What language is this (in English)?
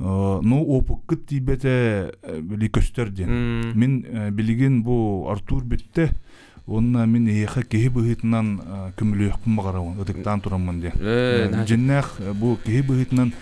Yakut